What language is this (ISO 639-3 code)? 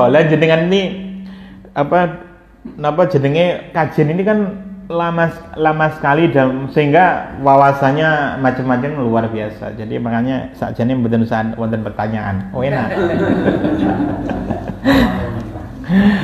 ind